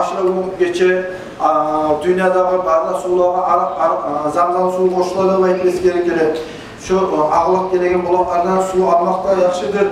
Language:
Kumyk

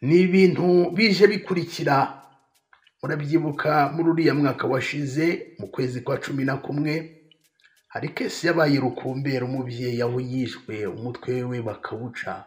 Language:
Kinyarwanda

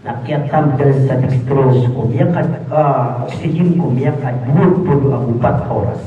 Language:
Maranao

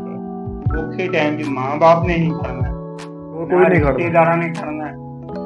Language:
Punjabi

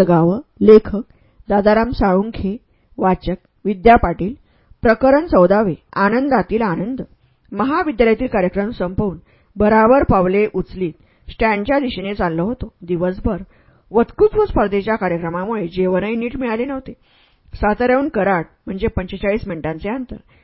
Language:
Marathi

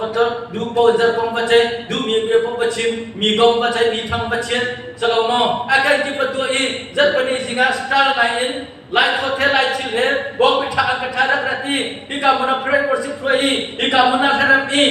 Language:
Hakha Chin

